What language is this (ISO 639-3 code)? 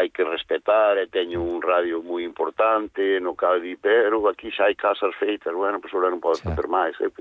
glg